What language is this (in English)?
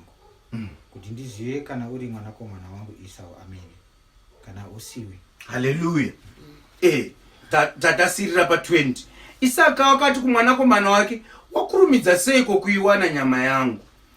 Shona